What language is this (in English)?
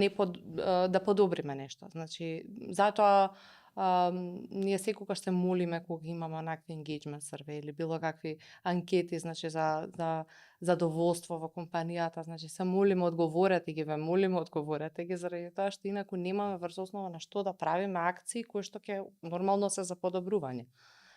Macedonian